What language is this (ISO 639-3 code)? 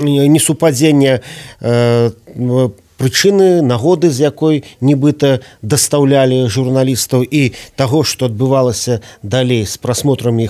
bel